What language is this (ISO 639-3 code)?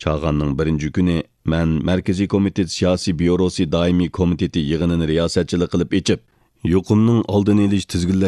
uig